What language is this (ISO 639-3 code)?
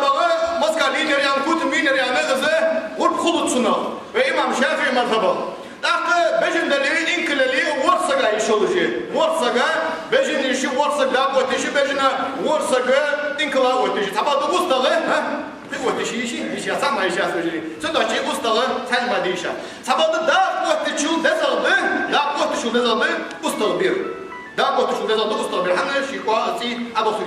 inh